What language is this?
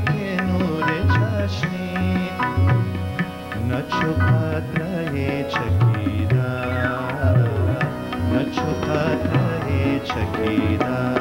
Persian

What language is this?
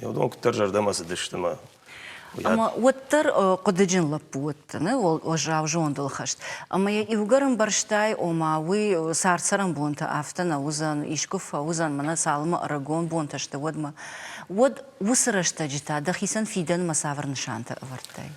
Ossetic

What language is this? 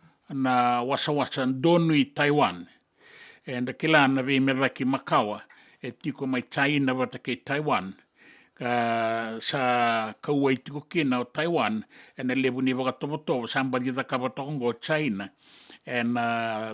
Fijian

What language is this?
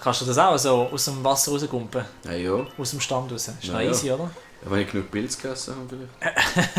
Swiss German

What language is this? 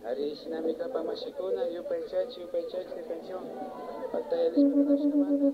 Imbabura Highland Quichua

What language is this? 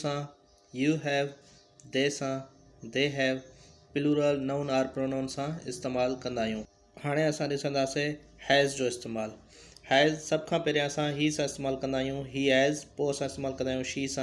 Sindhi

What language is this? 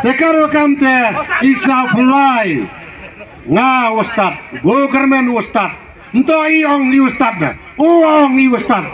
Khasi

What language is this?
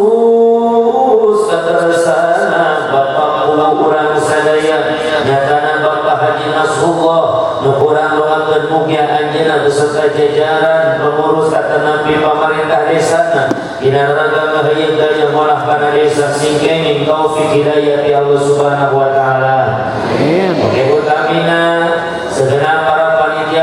Sundanese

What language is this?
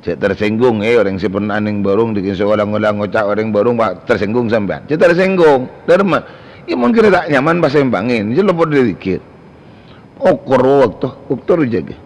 Madurese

